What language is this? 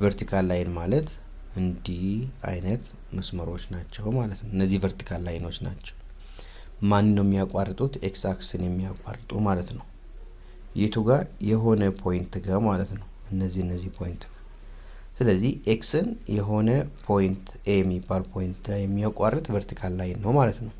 Amharic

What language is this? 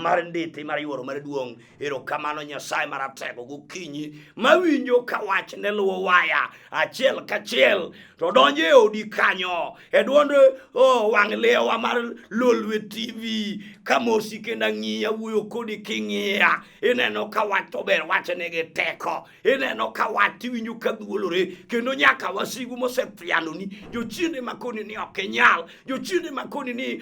Luo (Kenya and Tanzania)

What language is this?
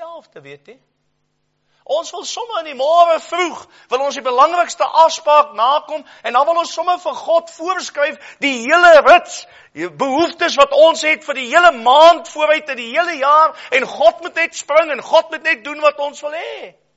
Afrikaans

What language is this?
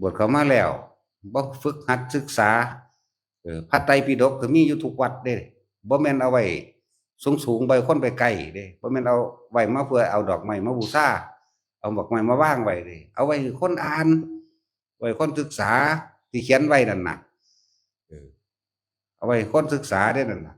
Northeastern Thai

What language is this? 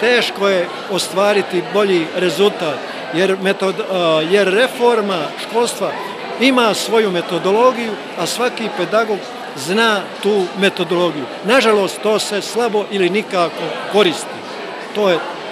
Bosnian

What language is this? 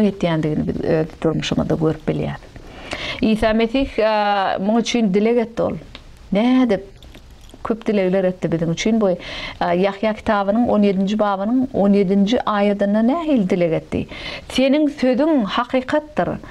Turkmen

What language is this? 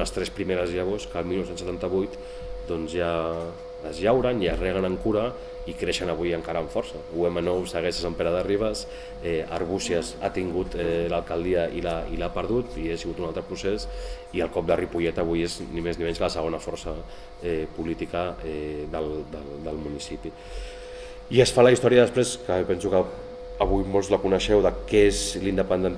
Catalan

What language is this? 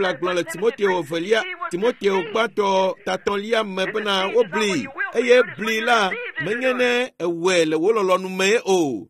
Ewe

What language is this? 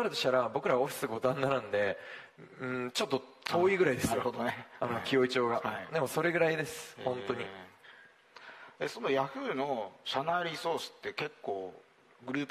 Japanese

